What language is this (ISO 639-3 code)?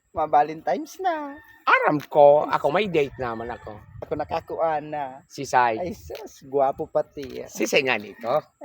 bik